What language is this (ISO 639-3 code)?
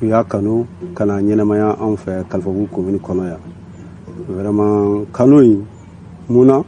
bam